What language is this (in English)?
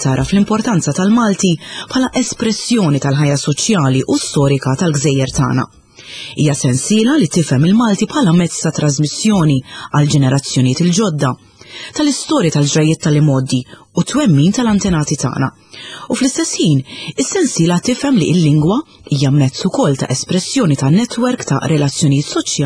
Maltese